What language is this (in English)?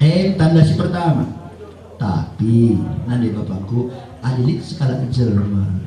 Batak Karo